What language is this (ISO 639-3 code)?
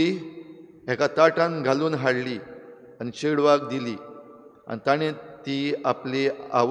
kok